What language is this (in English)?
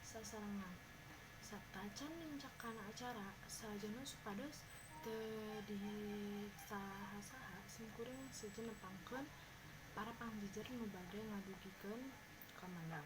Sundanese